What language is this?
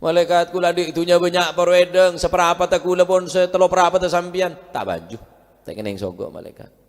Madurese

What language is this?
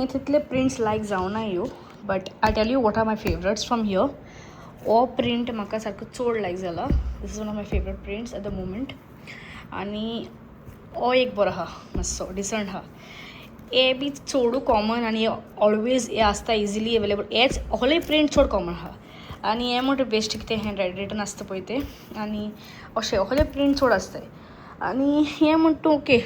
Konkani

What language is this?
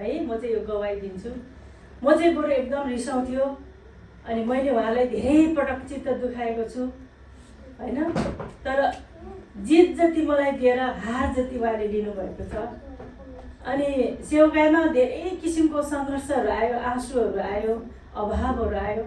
Nepali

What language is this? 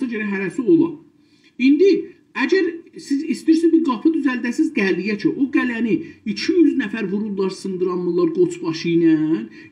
South Azerbaijani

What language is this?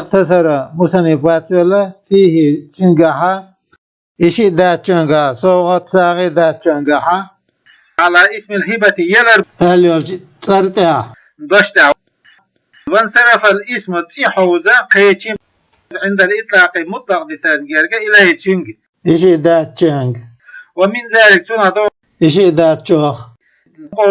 Chechen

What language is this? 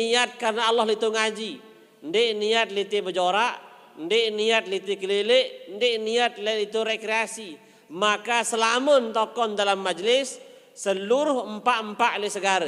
Sasak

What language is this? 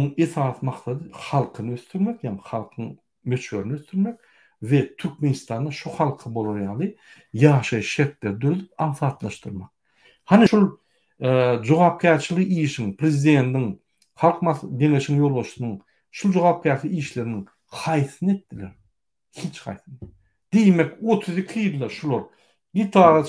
Turkmen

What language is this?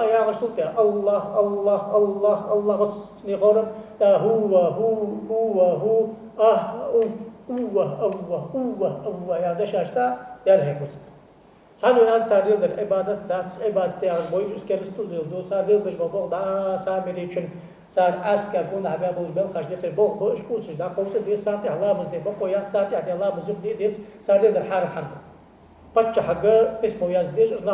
Ingush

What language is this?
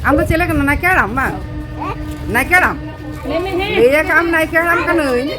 Santali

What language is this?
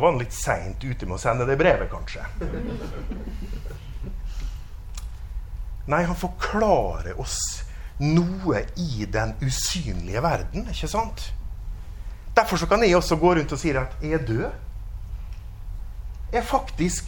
Norwegian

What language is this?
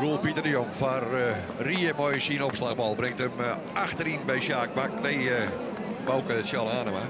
Western Frisian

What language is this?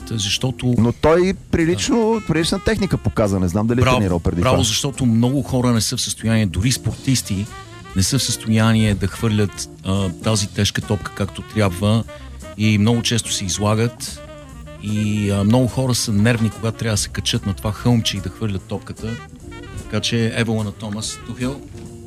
Bulgarian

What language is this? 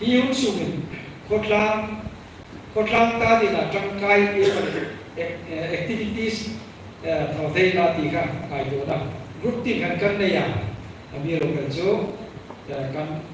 Hmar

